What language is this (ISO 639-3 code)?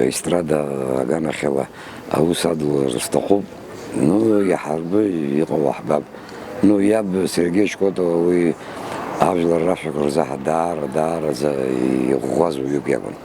abk